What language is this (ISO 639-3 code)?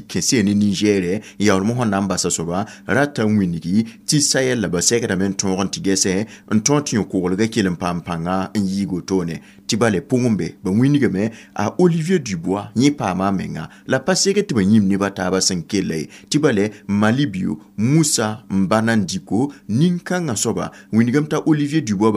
mos